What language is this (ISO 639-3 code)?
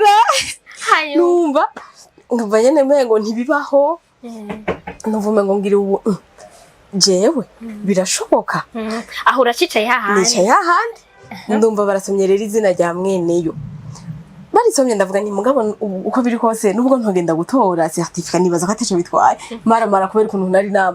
run